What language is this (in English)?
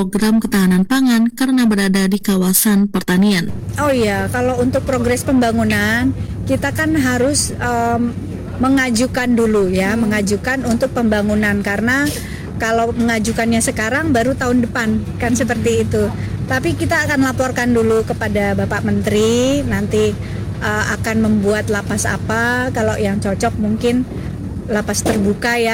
Indonesian